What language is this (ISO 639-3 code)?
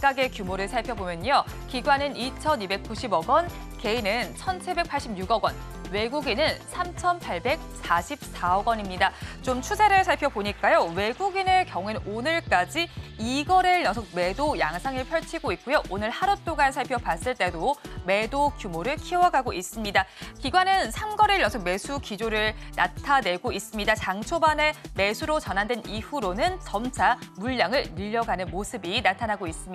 kor